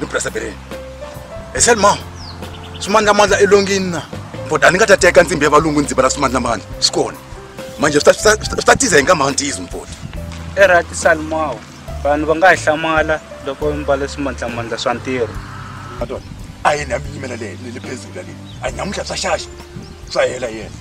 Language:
Tsonga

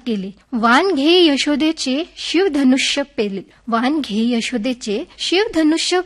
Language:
Marathi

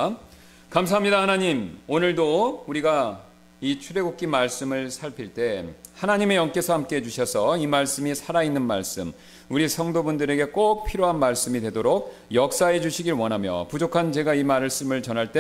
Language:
Korean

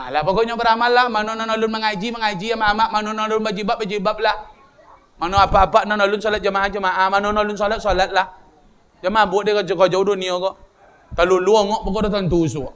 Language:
Minangkabau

